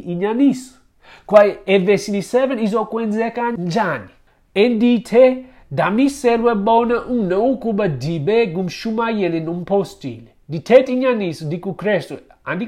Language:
Xhosa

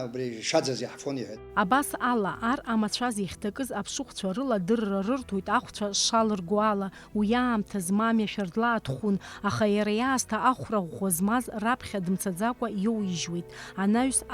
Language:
Abkhazian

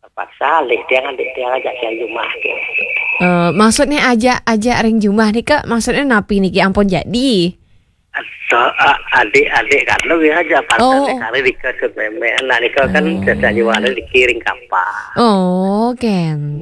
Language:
Balinese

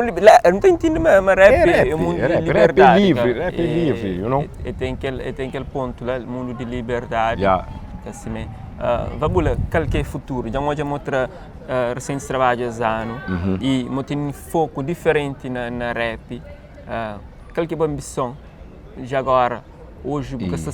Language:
Kabuverdianu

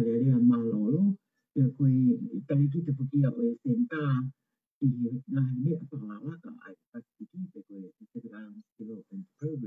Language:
Tongan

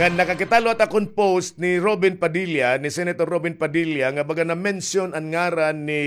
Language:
Waray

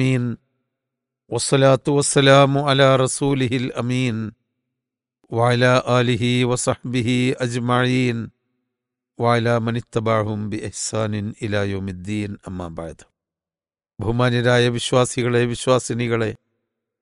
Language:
Malayalam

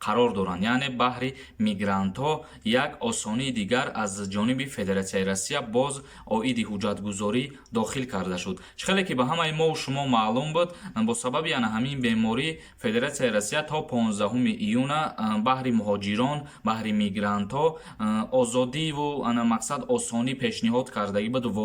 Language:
Tajik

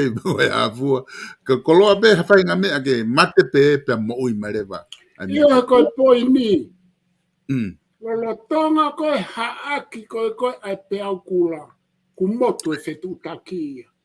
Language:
Tongan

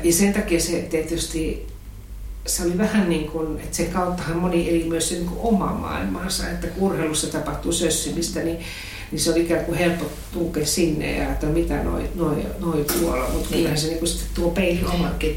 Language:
Finnish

